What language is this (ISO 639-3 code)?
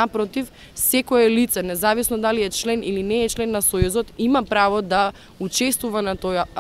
mkd